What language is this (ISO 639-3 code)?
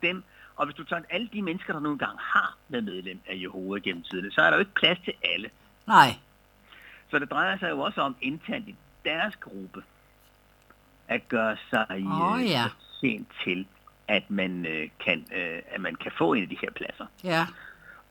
dan